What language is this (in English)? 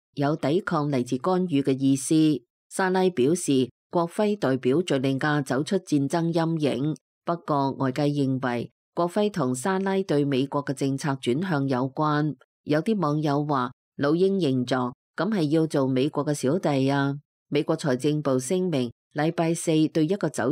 Cantonese